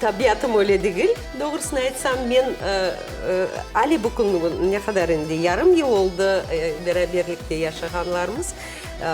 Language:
Crimean Tatar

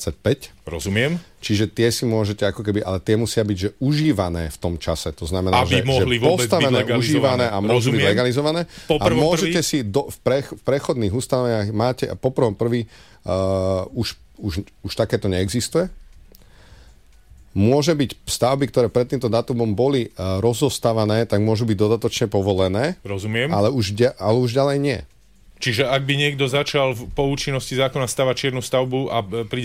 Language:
Slovak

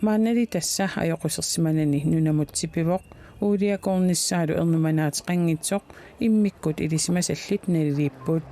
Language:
Kalaallisut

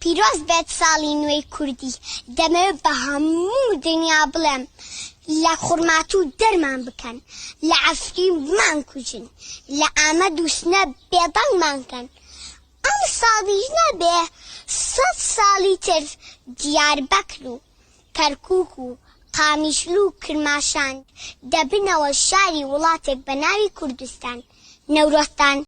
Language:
Kurdish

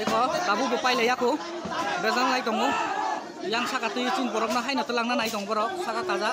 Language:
Kok Borok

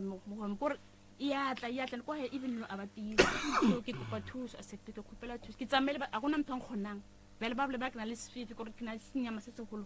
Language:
Northern Sotho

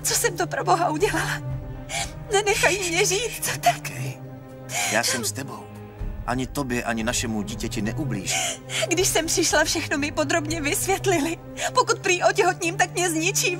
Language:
Czech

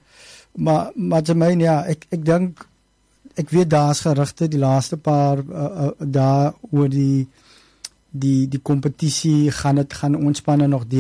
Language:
Afrikaans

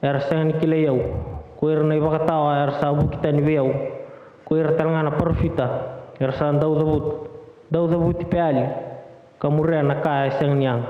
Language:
Fijian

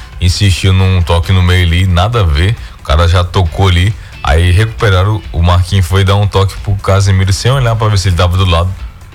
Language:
Portuguese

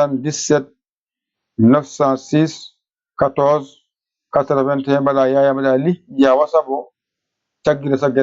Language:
Fula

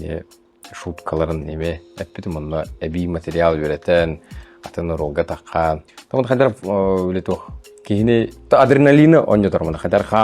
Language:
Yakut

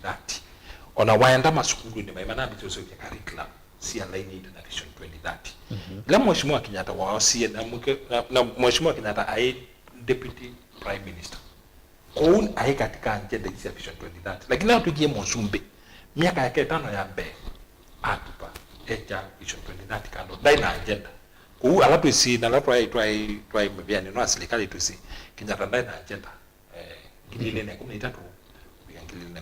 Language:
Kamba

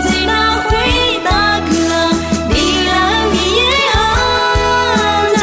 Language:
Akha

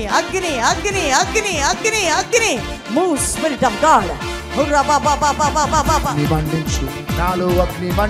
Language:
Telugu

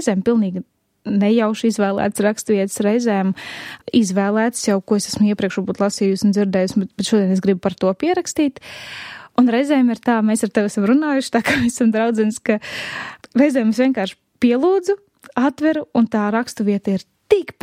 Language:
Latvian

